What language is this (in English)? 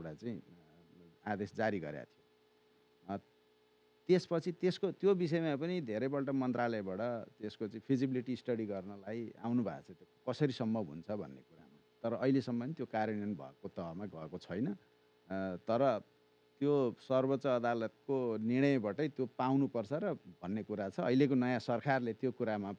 Nepali